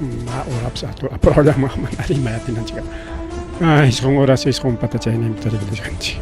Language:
Ayacucho Quechua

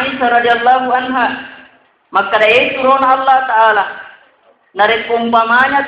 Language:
Buginese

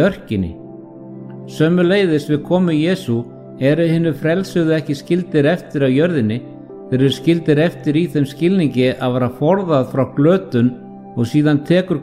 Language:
Icelandic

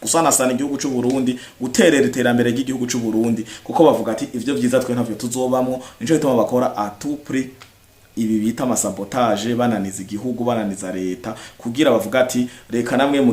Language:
Rundi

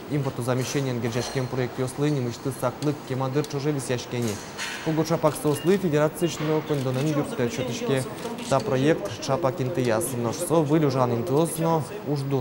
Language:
Udmurt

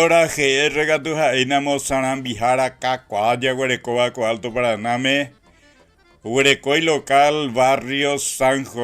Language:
Guarani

